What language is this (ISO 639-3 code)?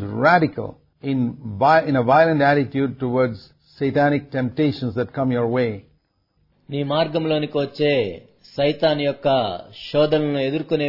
tel